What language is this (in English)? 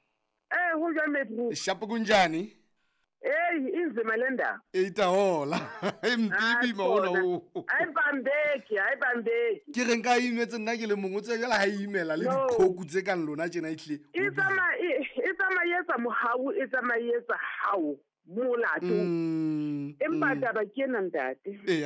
Southern Sotho